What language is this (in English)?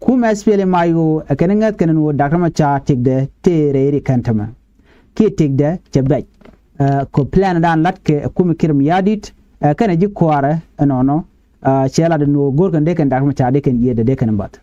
Nuer